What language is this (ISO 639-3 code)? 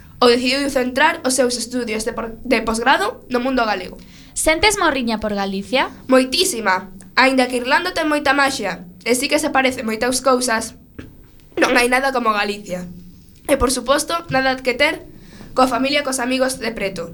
glg